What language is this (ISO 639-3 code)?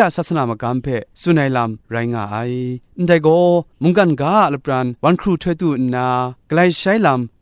kac